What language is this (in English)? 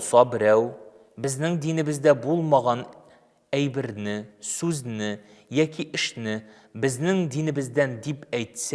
Tatar